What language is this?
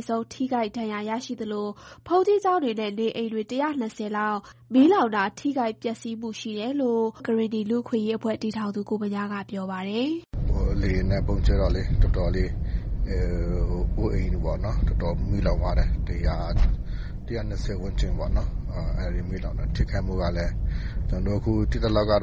Burmese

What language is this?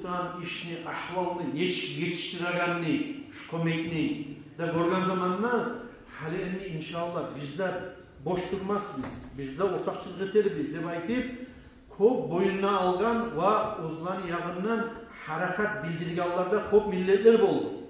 Kumyk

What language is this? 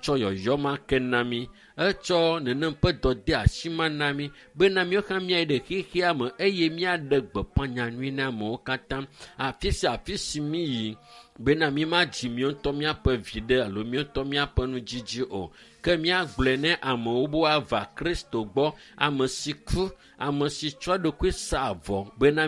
Ewe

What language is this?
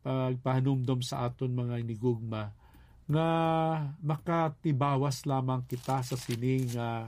Hiligaynon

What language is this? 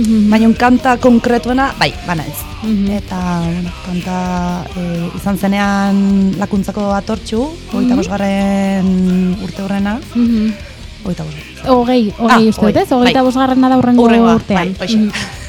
Basque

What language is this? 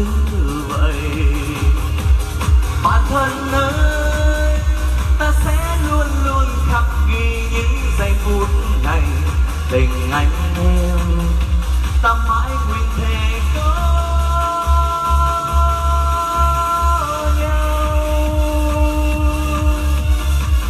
Vietnamese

